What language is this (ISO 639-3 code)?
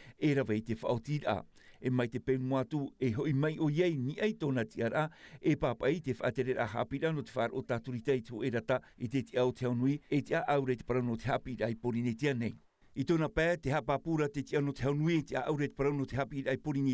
tah